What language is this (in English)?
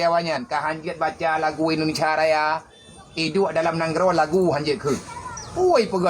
Achinese